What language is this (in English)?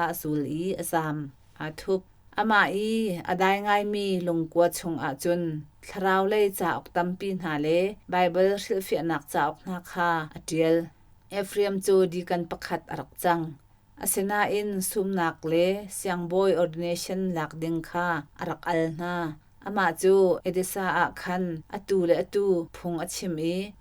Hakha Chin